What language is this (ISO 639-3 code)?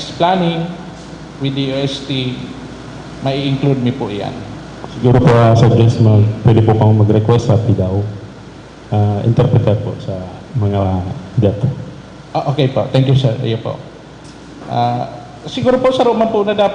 bik